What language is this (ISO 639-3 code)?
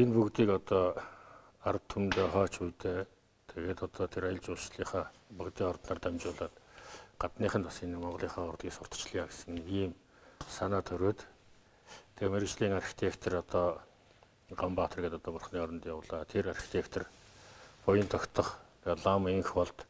mon